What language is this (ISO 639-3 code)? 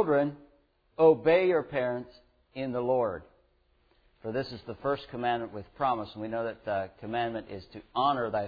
eng